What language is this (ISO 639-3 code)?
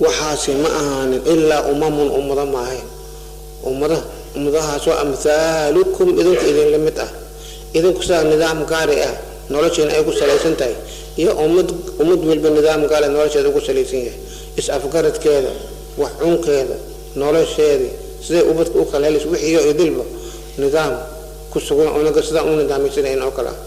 som